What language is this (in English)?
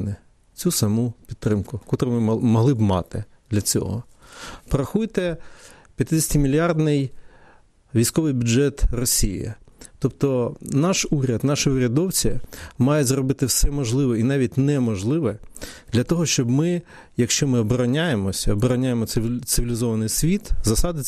Ukrainian